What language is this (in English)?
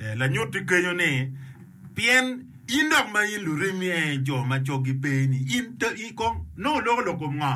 Acoli